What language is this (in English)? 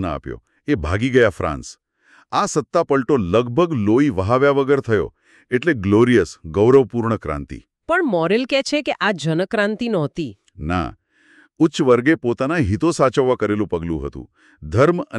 Gujarati